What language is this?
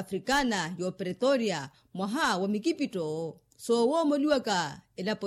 Makhuwa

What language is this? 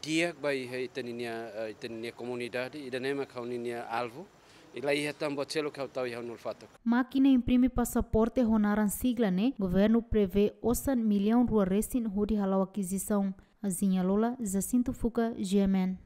Tetum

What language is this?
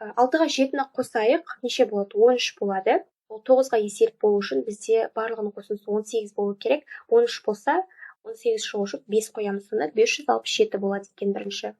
Kazakh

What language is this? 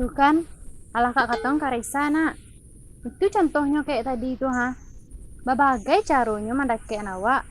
Minangkabau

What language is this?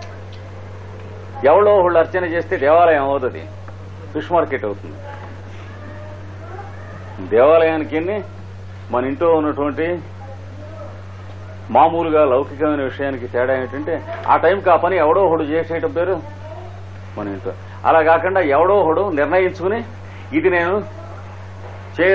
Telugu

